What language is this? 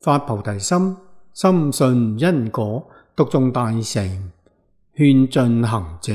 Cantonese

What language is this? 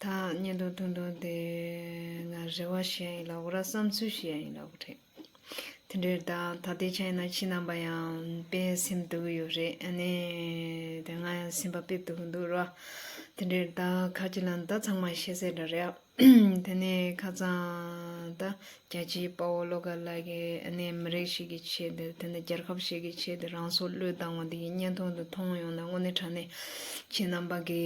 Tibetan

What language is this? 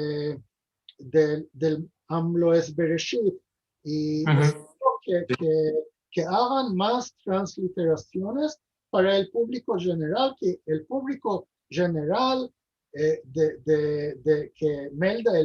Ladino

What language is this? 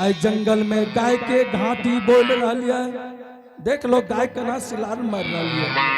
Angika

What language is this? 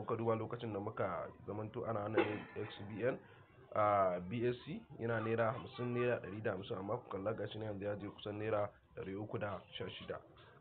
Hausa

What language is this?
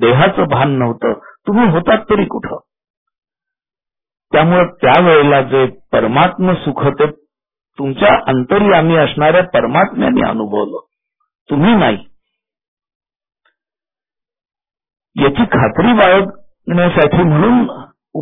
Marathi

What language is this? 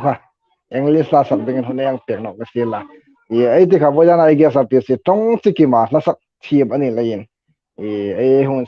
Hmar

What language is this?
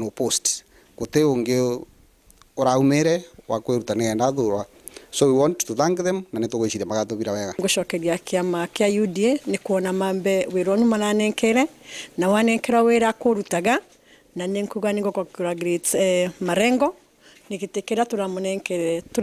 Meru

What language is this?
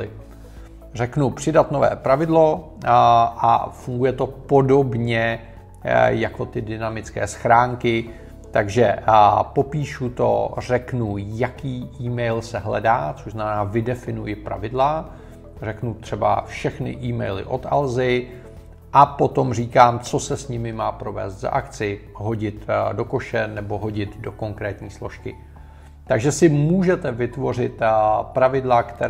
Czech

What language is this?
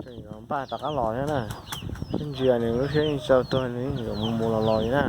Hmong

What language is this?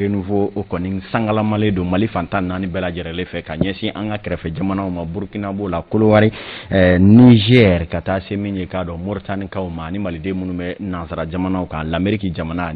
Bambara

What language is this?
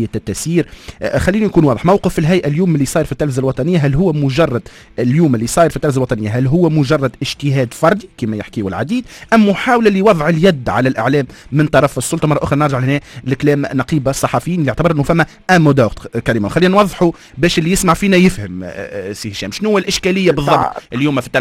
Tunisian Arabic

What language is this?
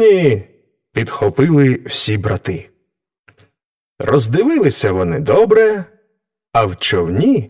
Ukrainian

